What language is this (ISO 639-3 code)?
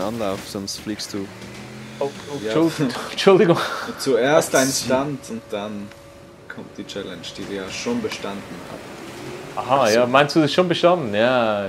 gsw